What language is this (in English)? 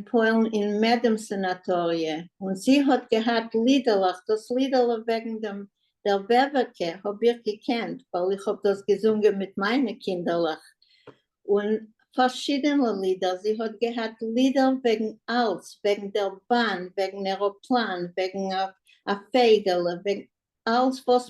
Yiddish